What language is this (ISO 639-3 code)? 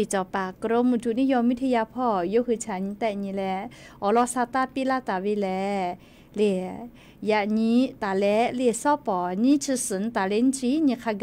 lhu